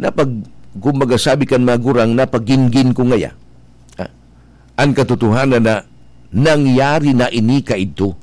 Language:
Bikol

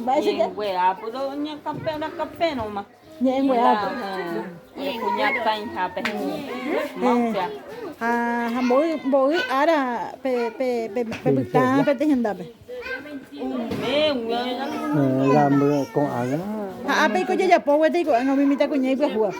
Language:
Guarani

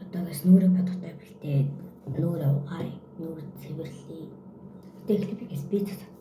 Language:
Mongolian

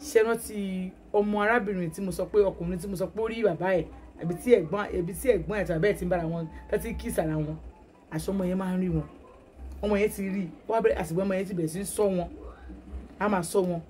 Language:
Yoruba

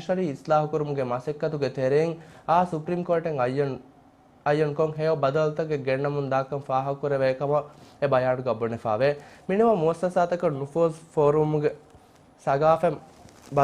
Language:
Divehi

